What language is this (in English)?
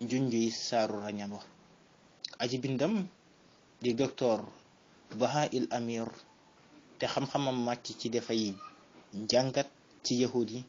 Wolof